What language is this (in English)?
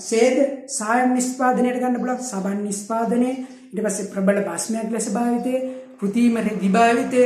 Sinhala